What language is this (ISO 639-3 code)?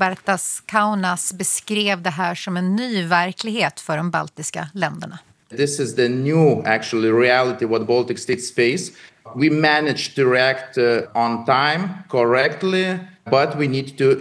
swe